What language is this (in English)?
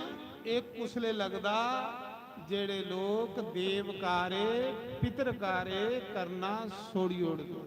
Dogri